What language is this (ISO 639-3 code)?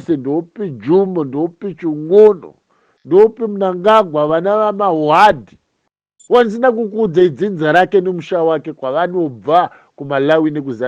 sna